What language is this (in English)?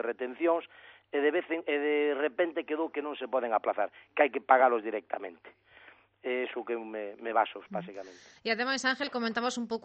Galician